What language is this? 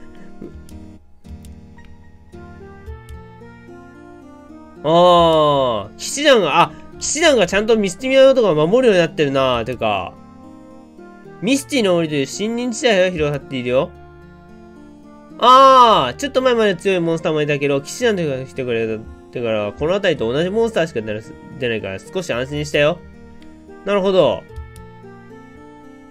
Japanese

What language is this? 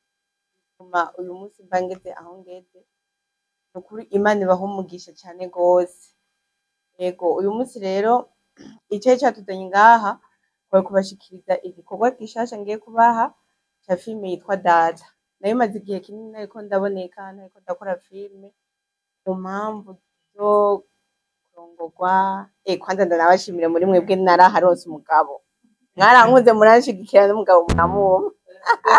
Rundi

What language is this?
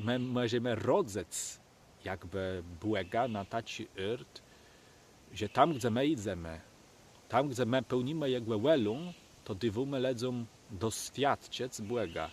Kashubian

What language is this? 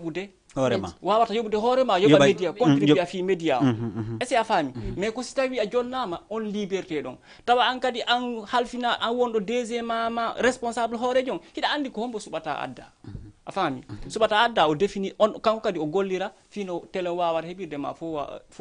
Fula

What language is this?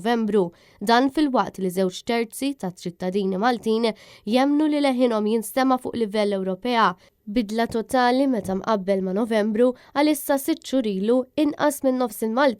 Maltese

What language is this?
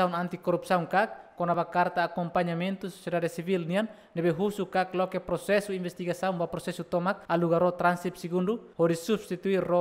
Tetum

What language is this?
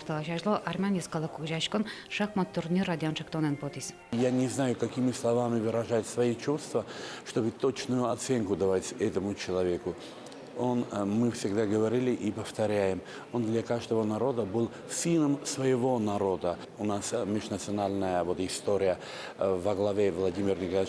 Udmurt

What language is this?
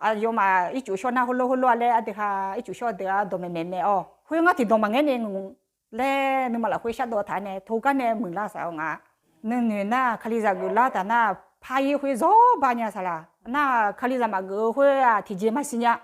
Akha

